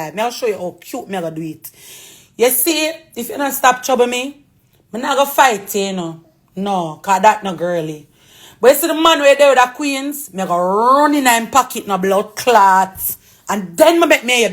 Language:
Jamaican Creole English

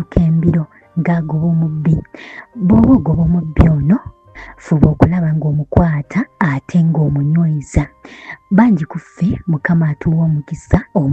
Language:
Ganda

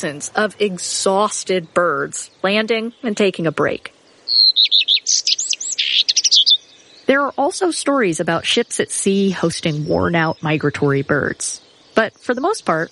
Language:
English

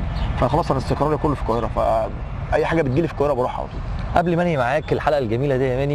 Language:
Egyptian Arabic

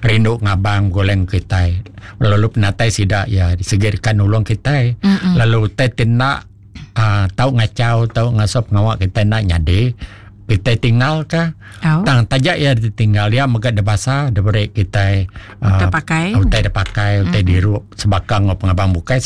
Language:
Iban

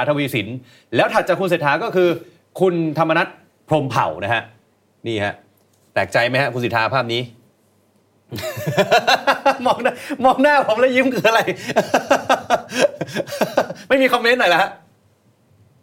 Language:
Thai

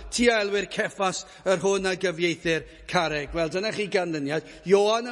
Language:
Welsh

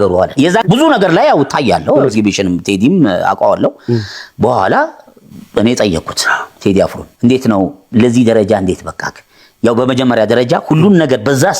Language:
Amharic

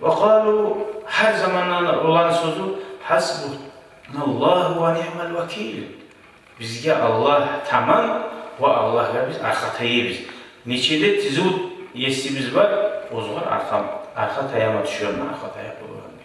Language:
Kumyk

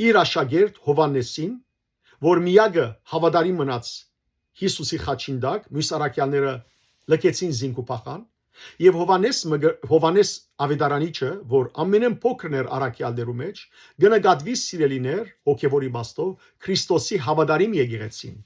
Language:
Western Armenian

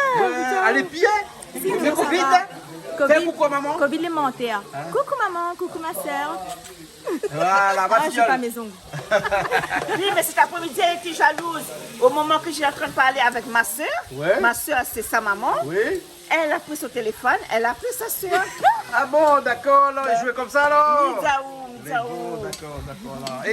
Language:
Réunion Creole French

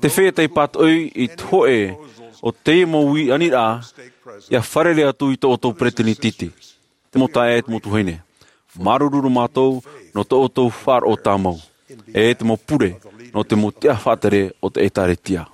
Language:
Tahitian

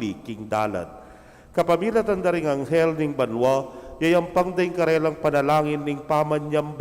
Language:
Pampanga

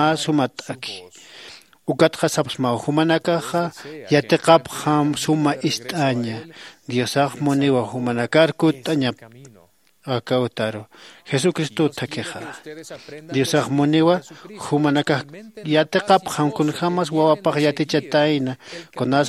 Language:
Aymara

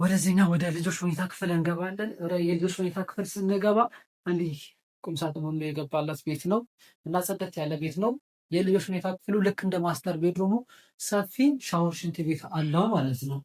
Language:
Amharic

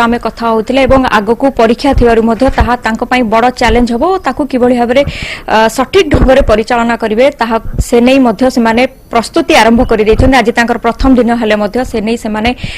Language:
Odia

